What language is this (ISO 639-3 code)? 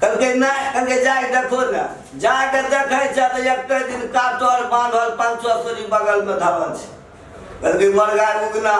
mai